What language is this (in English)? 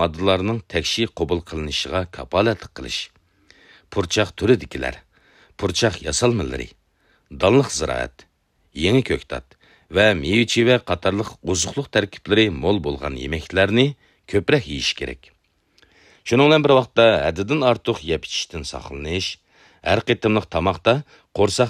Uyghur